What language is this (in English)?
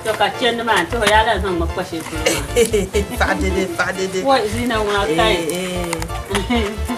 Dagbani